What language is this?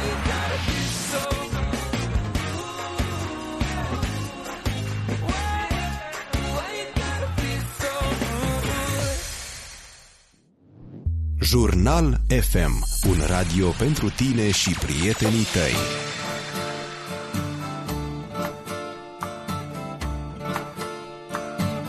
Romanian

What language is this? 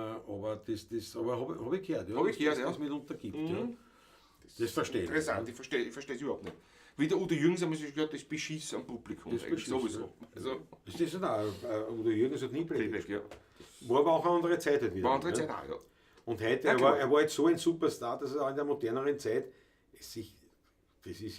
Bavarian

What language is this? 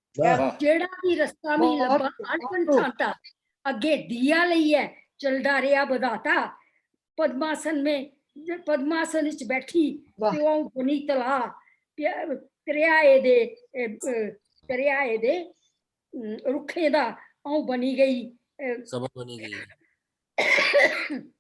Dogri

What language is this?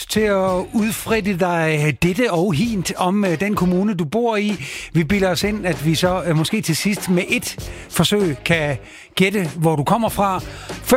Danish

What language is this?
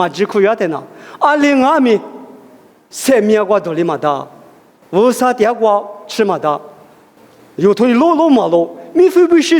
Lisu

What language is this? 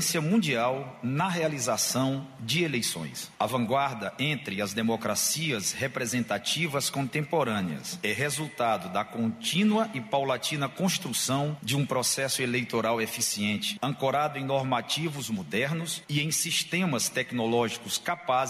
Portuguese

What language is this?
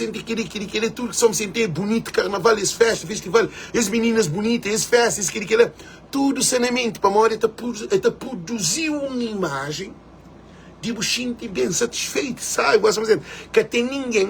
Kabuverdianu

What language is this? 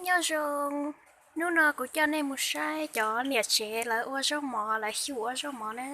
Hmong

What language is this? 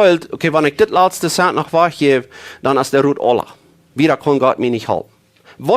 Plautdietsch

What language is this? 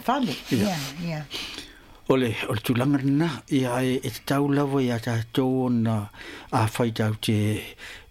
Samoan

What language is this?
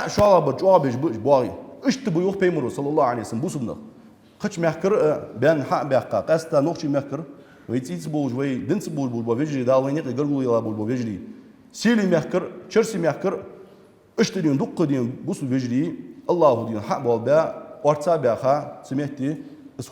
Ingush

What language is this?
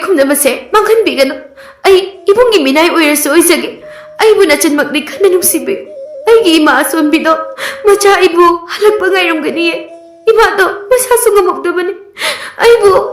Manipuri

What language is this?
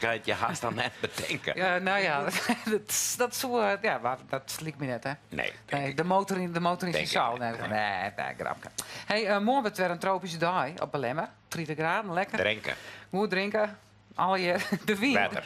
Western Frisian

